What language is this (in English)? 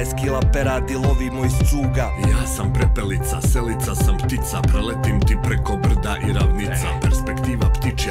Serbian